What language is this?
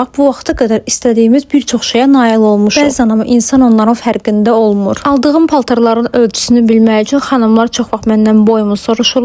Azerbaijani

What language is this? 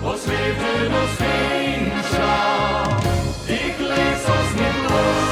Limburgish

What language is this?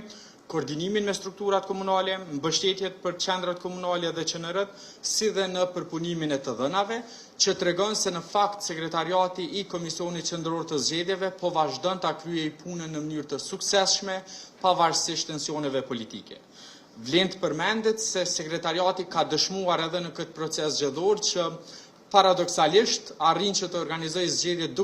Albanian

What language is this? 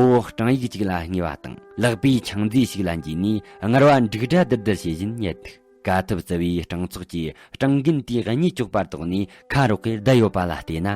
Tibetan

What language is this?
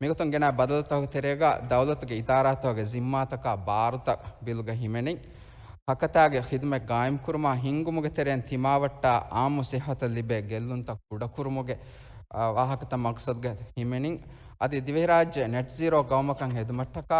Divehi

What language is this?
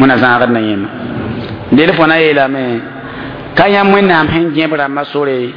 Mossi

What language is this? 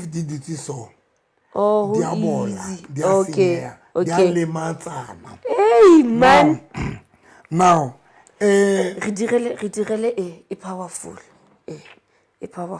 Southern Sotho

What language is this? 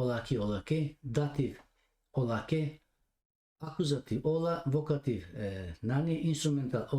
Balkan Romani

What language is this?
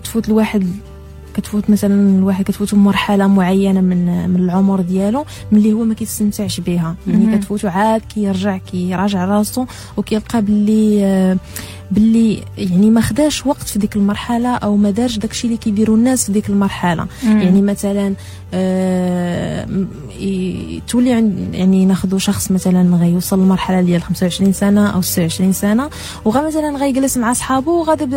Moroccan Arabic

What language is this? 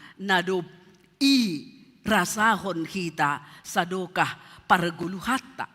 Batak Simalungun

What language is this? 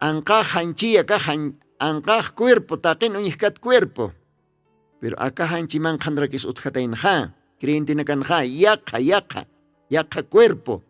Aymara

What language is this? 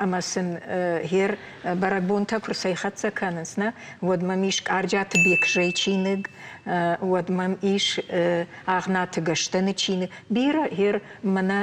Ossetic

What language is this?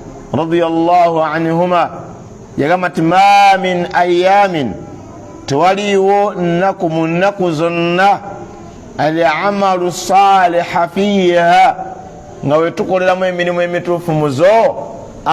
Ganda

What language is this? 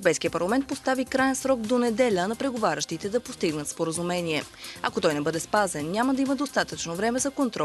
Bulgarian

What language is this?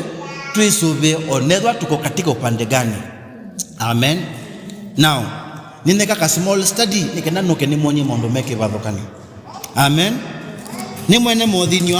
Kamba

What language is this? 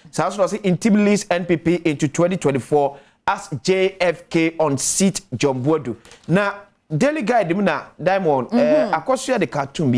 Akan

